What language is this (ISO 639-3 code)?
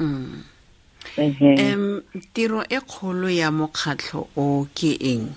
sot